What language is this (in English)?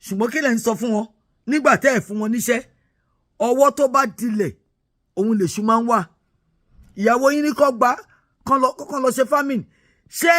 Yoruba